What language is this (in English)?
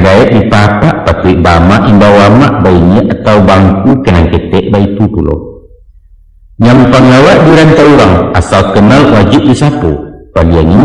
Minangkabau